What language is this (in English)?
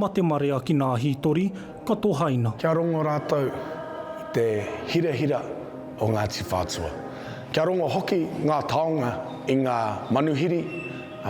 Māori